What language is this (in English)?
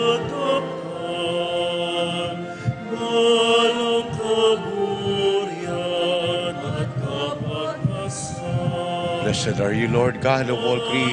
Pampanga